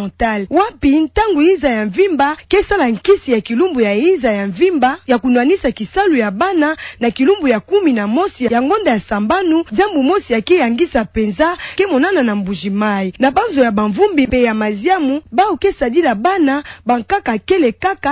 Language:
Kituba (Democratic Republic of Congo)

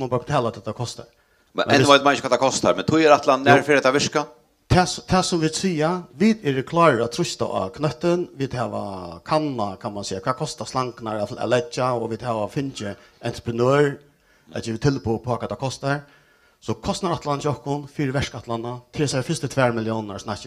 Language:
Faroese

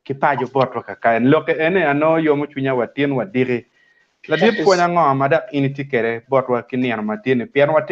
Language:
Acoli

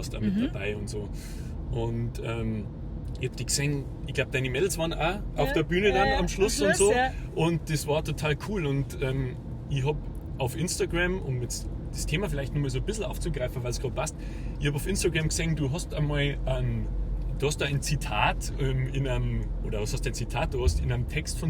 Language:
Bavarian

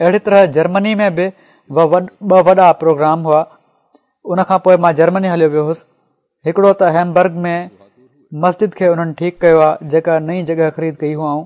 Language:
Sindhi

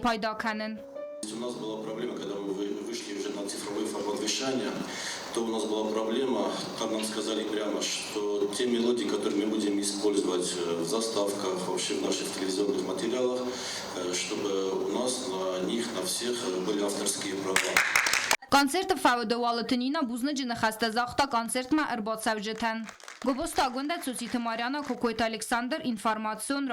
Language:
Ossetic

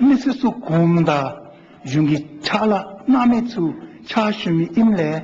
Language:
Dzongkha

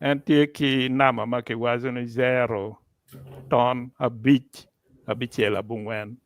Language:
Acoli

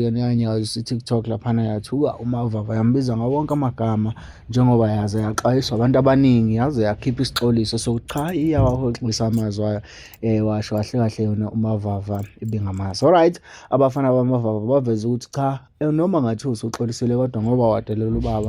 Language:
Zulu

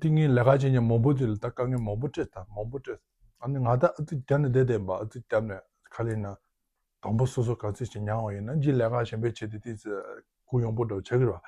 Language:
Tibetan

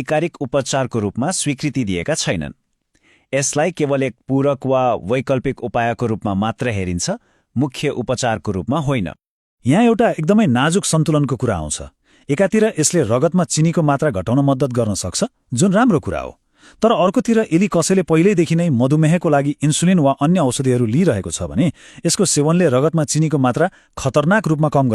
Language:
Nepali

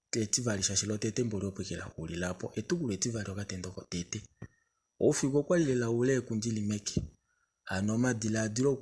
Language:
Kuanyama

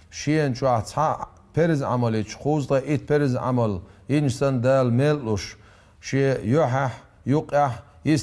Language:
Chechen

